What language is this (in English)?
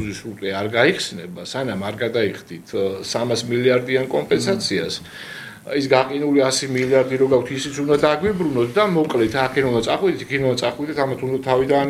Georgian